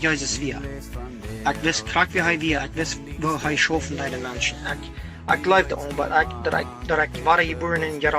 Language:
Plautdietsch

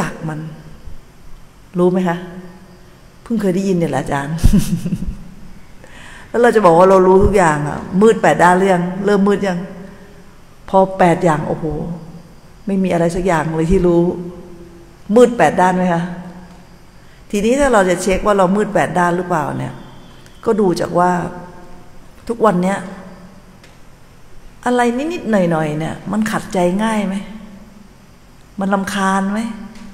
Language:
Thai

